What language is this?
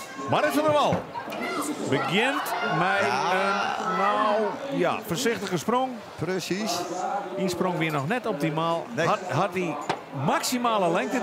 Western Frisian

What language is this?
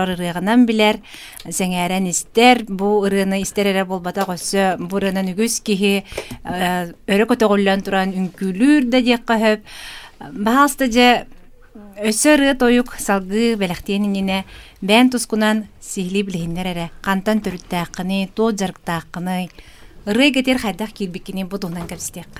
Yakut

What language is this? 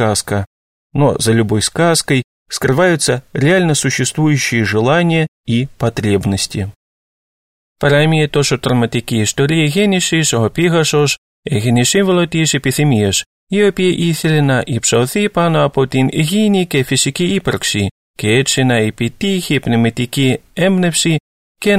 Greek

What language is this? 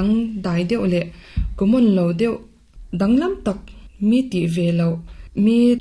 Mizo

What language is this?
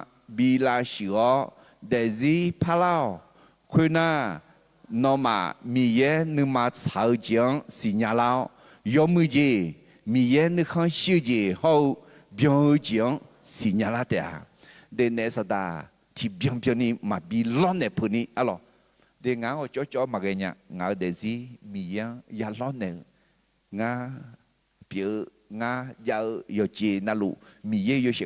Akha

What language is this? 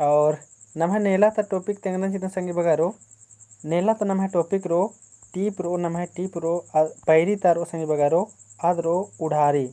Kurukh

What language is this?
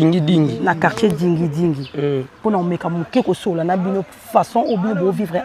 Lingala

